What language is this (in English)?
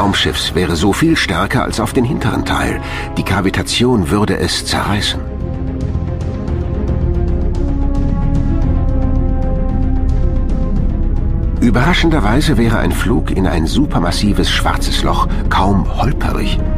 German